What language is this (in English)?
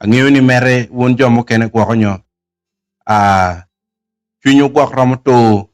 Acoli